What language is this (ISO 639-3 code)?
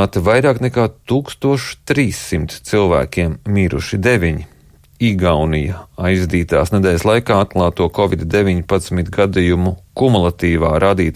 lav